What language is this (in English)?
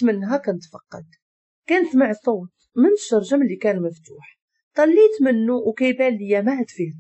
Moroccan Arabic